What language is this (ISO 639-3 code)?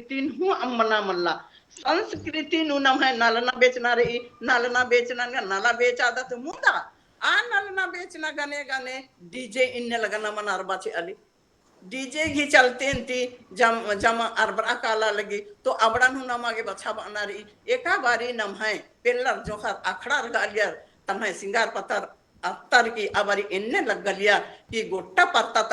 kru